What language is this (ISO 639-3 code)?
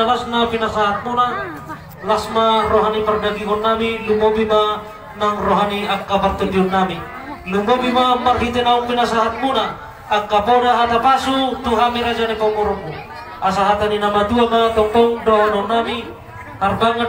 bbc